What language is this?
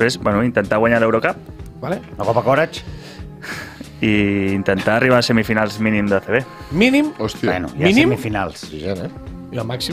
Catalan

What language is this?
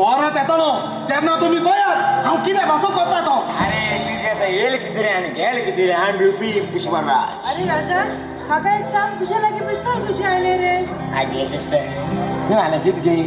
Konkani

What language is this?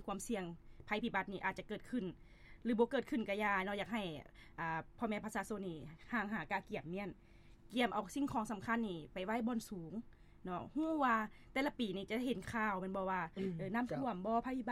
Lao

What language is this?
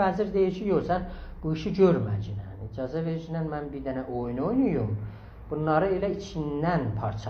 South Azerbaijani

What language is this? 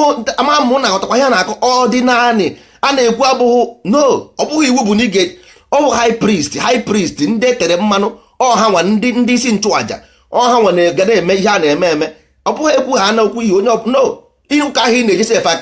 Igbo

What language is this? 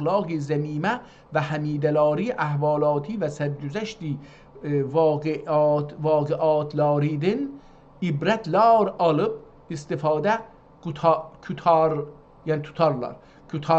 South Azerbaijani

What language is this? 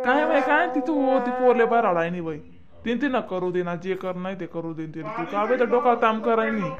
Khandesi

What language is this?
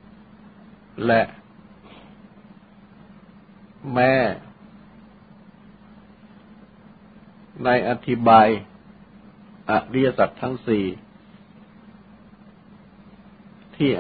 Thai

